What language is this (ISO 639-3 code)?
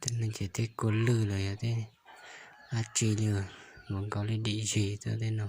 hmn